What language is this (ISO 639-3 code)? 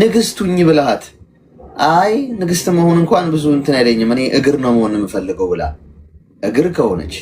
amh